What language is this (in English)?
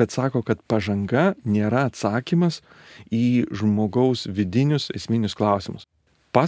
Lithuanian